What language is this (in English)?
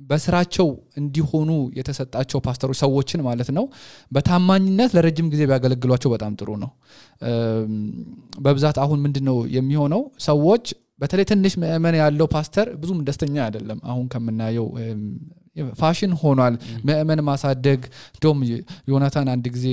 Amharic